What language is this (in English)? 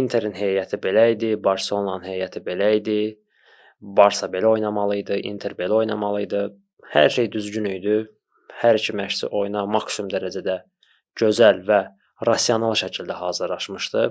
Azerbaijani